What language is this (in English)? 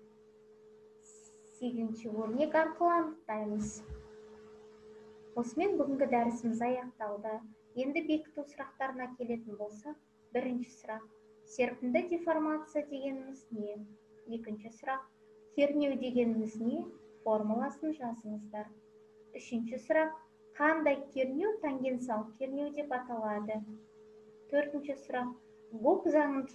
Kazakh